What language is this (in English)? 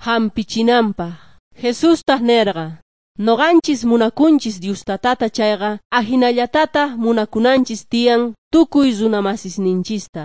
Quechua